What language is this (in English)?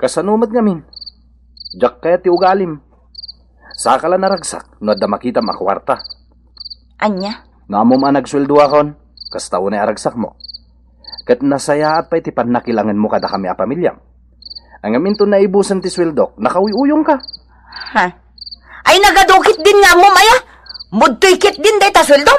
Iloko